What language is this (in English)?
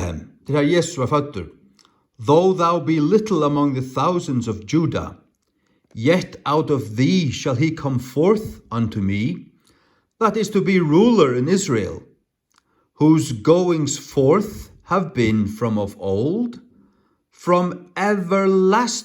Faroese